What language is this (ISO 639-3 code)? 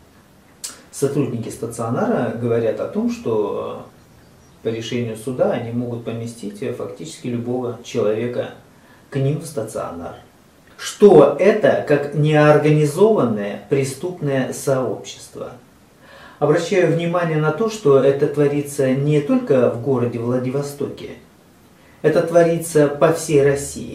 rus